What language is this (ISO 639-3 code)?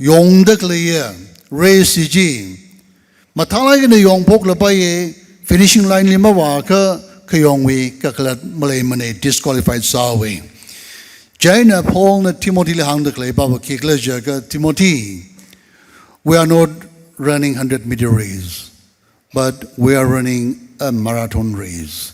nmf